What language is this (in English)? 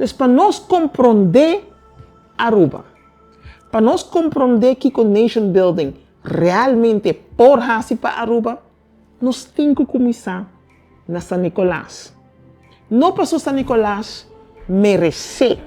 Papiamento